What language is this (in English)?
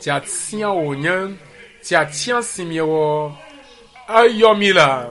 Ewe